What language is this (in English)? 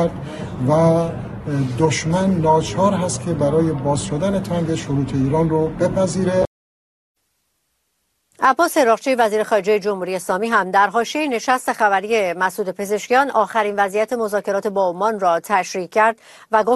Persian